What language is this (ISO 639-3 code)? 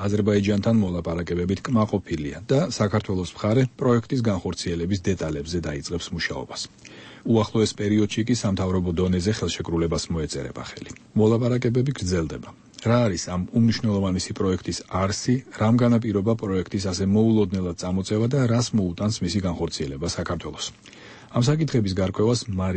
kat